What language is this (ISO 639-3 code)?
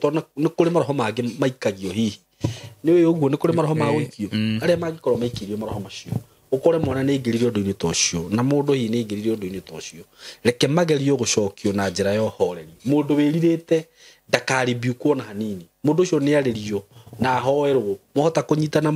kik